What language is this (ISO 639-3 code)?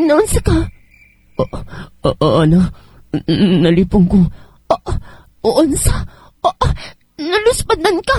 ceb